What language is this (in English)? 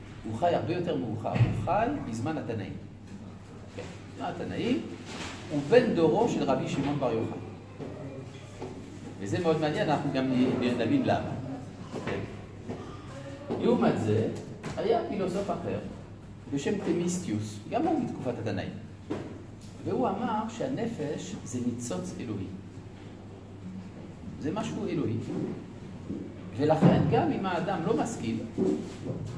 Hebrew